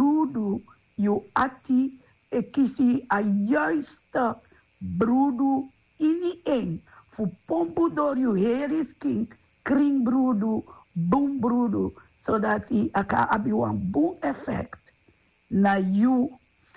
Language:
Sranan Tongo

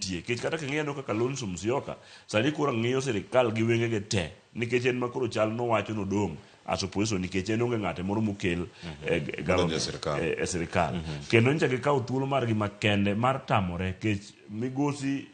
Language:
Luo (Kenya and Tanzania)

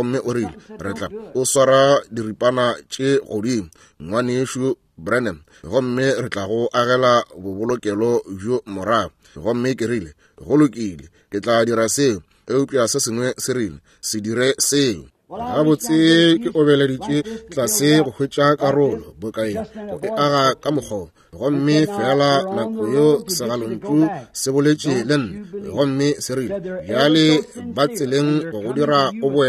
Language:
Northern Sotho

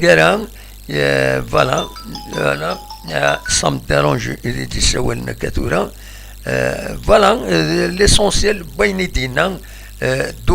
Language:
Kabyle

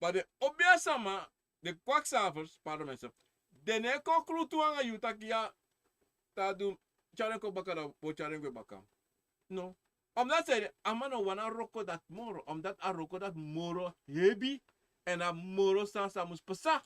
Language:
Sranan Tongo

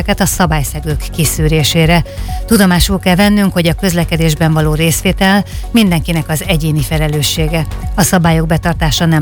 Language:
Hungarian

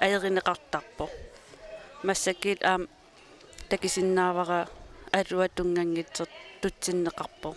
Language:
Kalaallisut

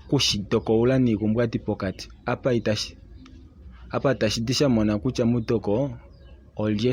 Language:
Kuanyama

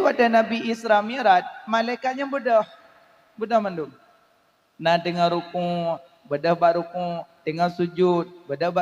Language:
Achinese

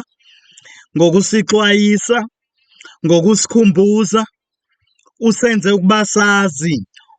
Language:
Zulu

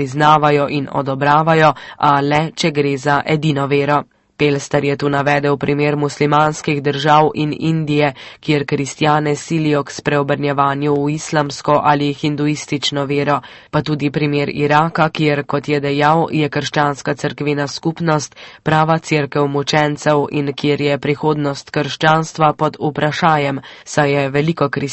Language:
Slovenian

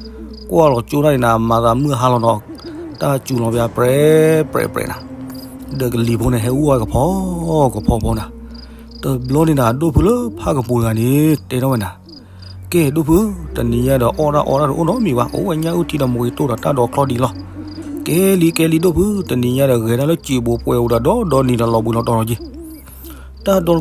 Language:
S'gaw Karen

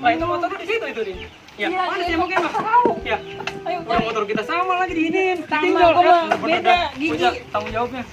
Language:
Betawi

